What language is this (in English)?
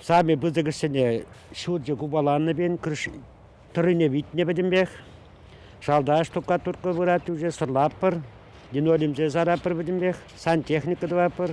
Chuvash